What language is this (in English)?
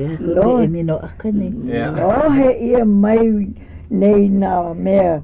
Hawaiian